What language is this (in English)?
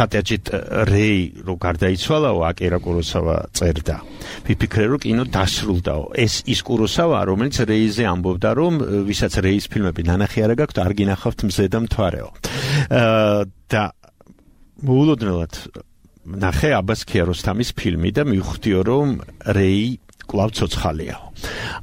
Georgian